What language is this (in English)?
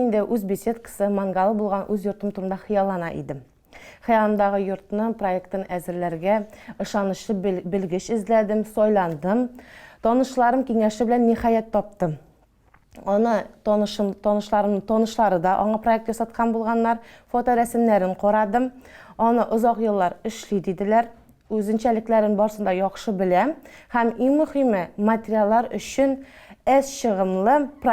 Tatar